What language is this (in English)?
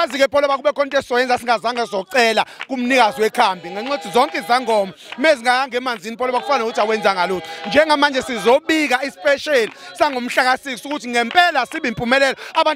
Zulu